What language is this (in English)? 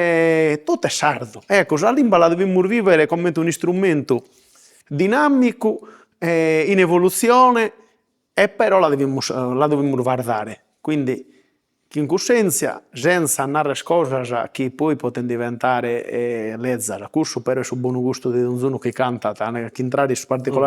Sardinian